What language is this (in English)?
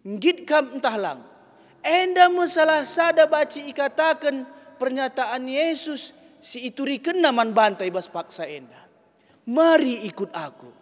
Batak Karo